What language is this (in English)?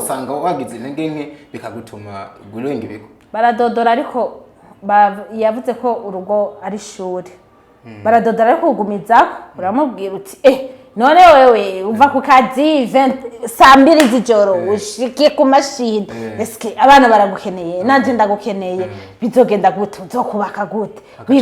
Rundi